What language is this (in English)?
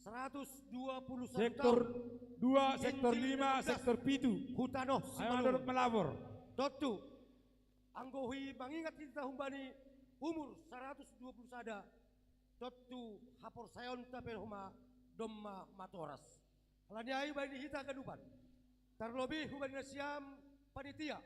Batak Simalungun